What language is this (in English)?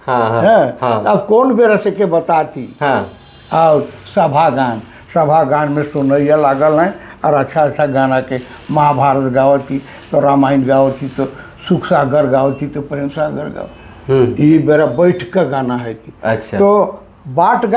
Sadri